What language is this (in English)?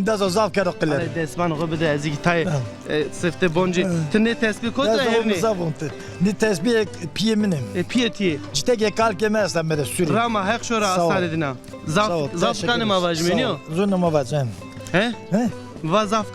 Zaza